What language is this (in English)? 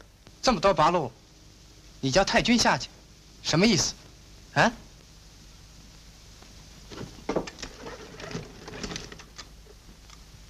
Chinese